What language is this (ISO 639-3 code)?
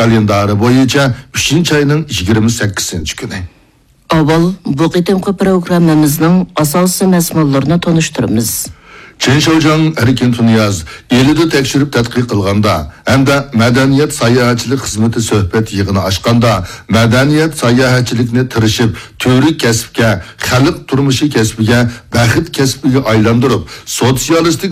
uig